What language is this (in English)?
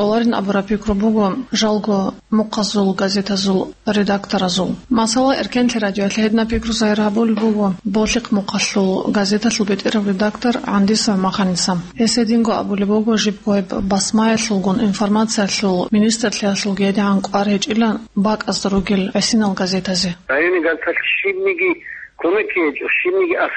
Avaric